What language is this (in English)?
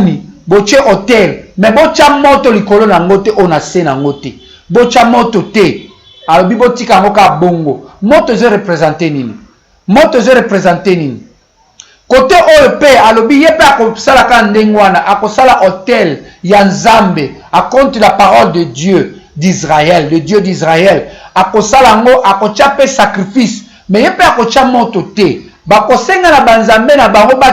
Lingala